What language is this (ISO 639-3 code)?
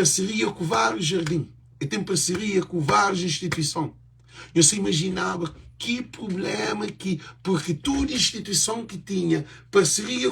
kea